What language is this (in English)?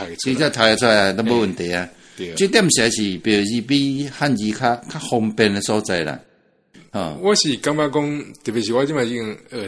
Min Nan Chinese